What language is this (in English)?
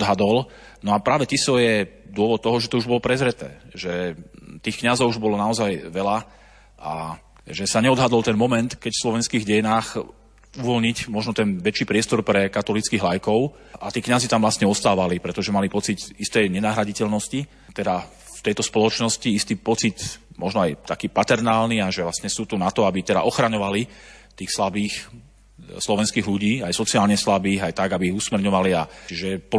Slovak